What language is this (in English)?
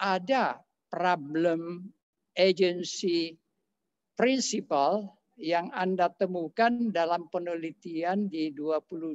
Indonesian